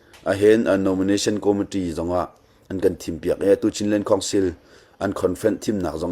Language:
Hakha Chin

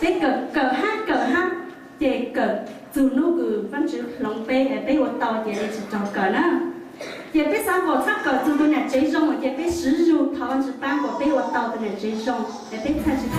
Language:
Hmong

